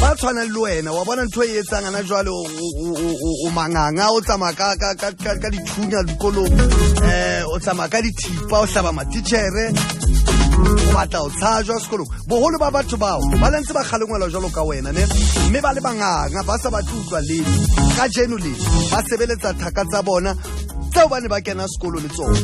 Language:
Southern Sotho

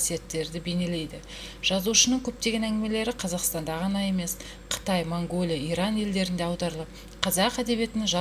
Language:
Kazakh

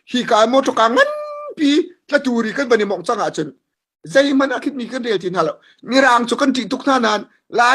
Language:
Hakha Chin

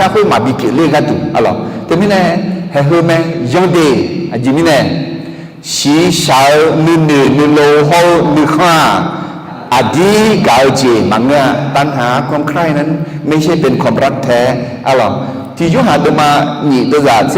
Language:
Akha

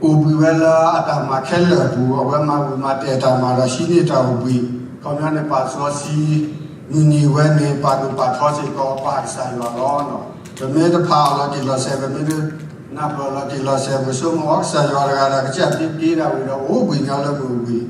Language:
S'gaw Karen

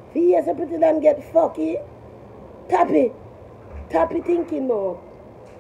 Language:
Jamaican Creole English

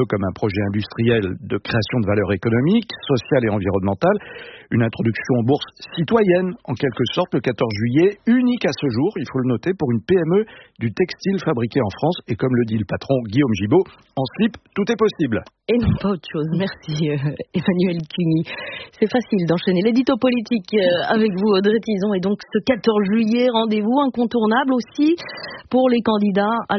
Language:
French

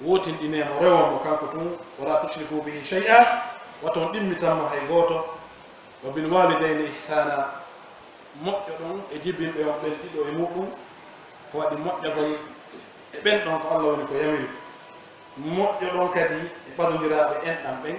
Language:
Pular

